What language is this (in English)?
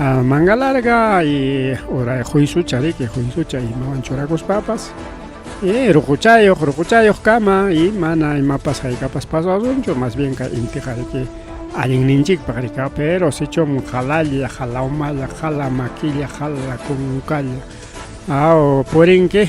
Ayacucho Quechua